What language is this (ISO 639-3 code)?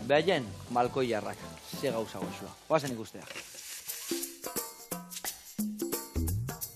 eus